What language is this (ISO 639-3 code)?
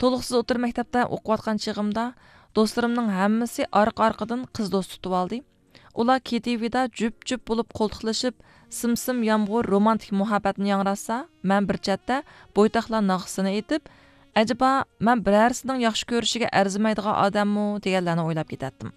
uig